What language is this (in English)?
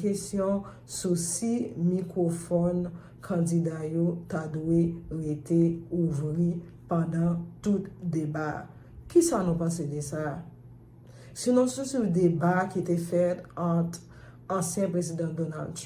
Haitian Creole